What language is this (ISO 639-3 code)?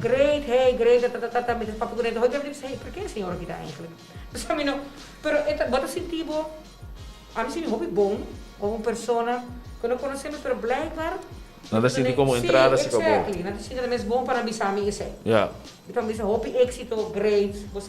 pap